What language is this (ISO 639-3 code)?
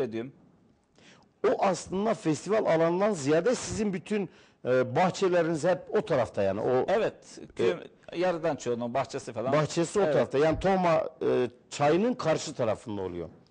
tur